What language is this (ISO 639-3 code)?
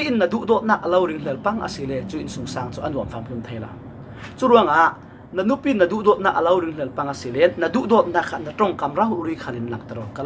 cfm